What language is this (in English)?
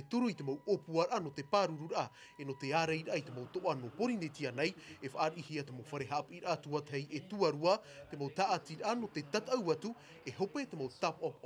Tahitian